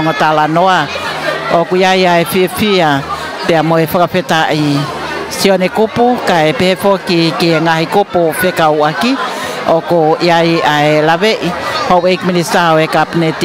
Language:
Tongan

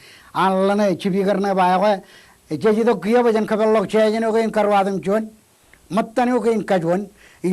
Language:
Marshallese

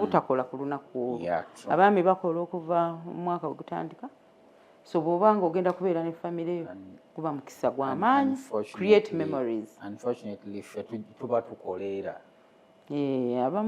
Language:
Ganda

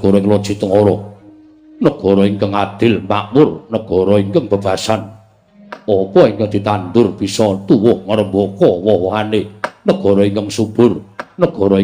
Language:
Javanese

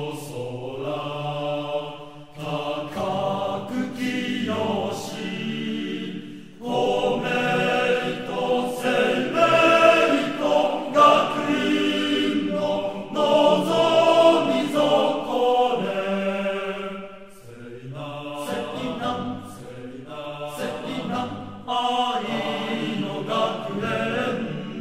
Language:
Japanese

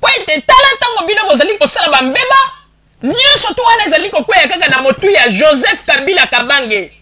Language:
Lingala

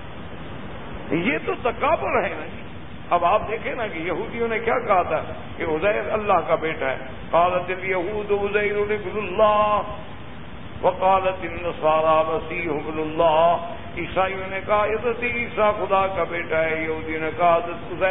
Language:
Urdu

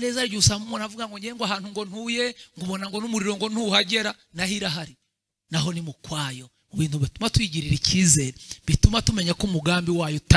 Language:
Kinyarwanda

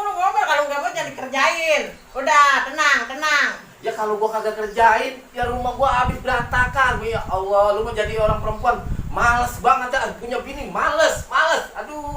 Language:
Betawi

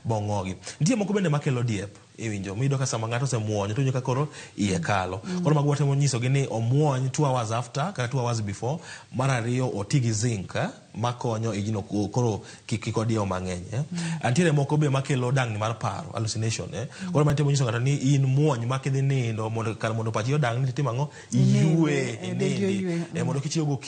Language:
Luo (Kenya and Tanzania)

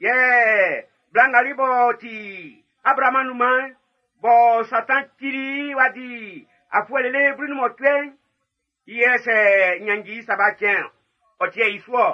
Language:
Baoulé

